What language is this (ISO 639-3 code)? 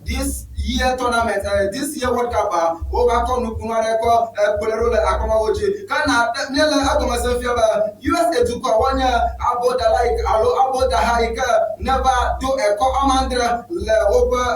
ewe